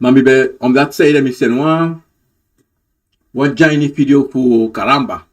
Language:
Sranan Tongo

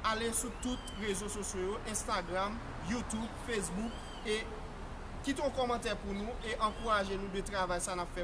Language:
Haitian Creole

